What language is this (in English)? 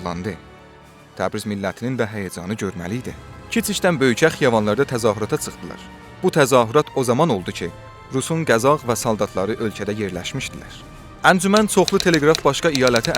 South Azerbaijani